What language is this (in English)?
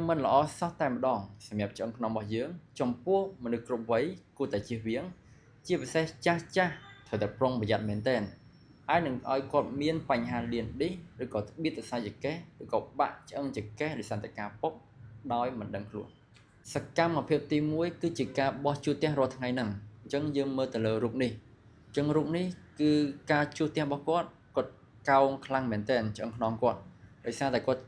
Khmer